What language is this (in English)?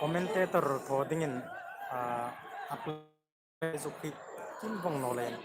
Hmar